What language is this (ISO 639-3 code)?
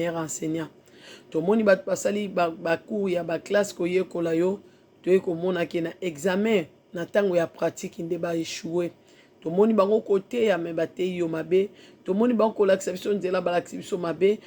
lin